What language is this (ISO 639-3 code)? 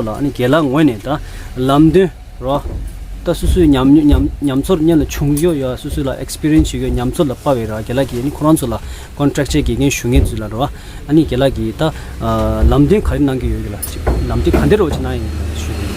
bod